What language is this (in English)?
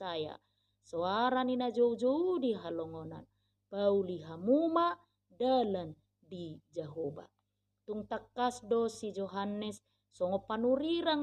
Batak Toba